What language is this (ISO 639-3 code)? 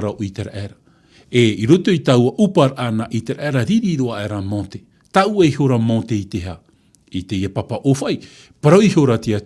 tah